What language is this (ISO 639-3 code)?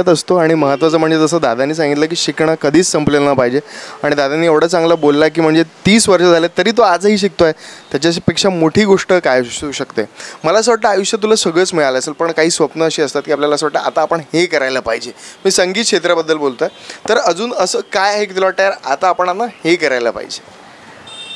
mar